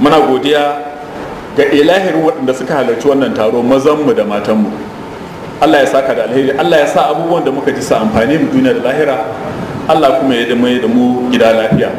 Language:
Hausa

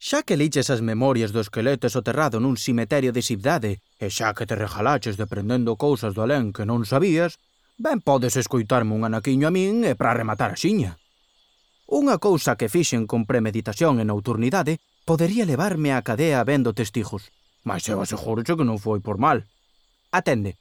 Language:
Galician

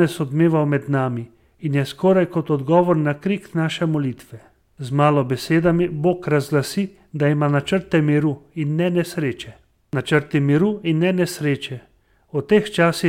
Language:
Slovenian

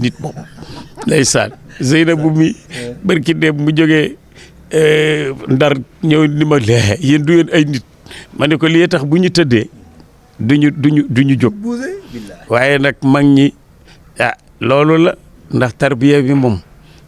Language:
Wolof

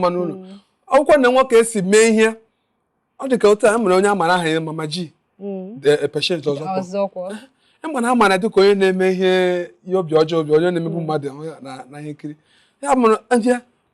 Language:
Igbo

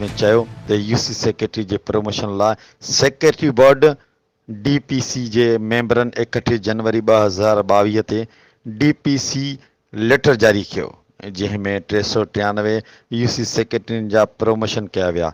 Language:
Sindhi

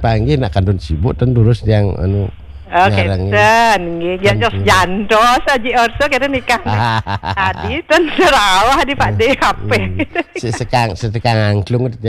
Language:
Balinese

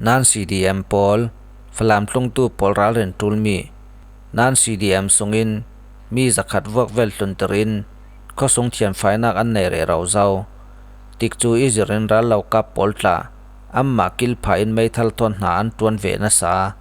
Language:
Falam Chin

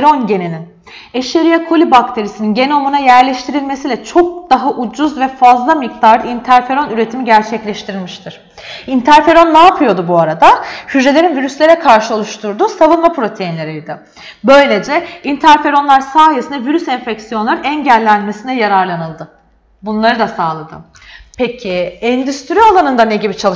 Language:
Turkish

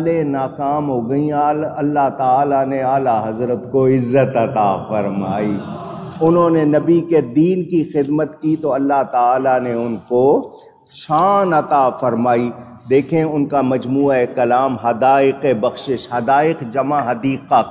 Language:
Urdu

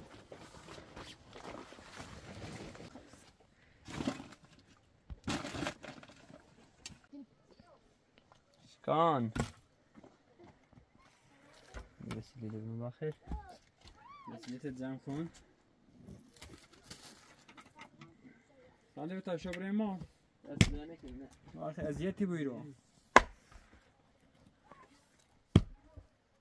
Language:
Persian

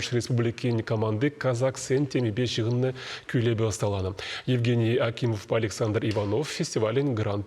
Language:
Chuvash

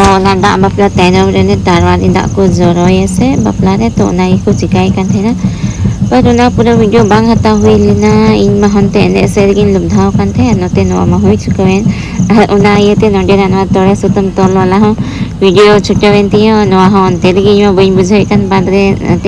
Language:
Santali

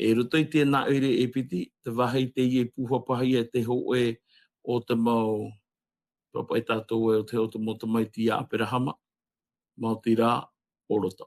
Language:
Tahitian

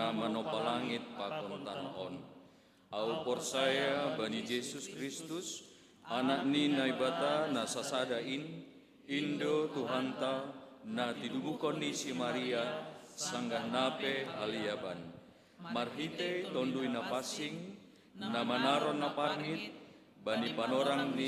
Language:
Batak Simalungun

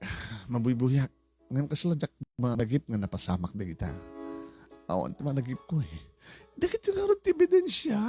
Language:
Iloko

